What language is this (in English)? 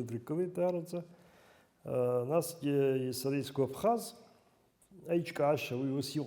Abkhazian